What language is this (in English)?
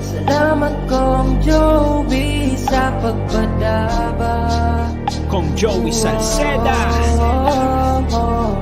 Bikol